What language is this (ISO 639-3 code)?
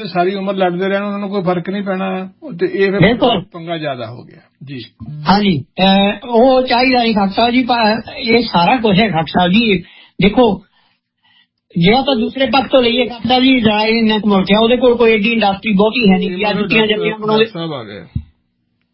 pan